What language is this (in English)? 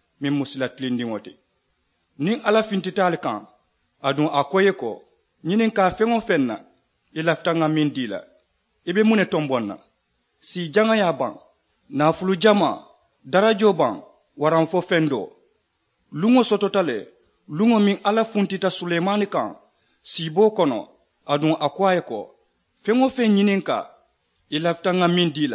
Mandingo